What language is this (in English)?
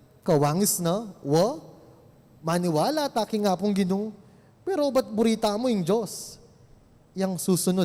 Pampanga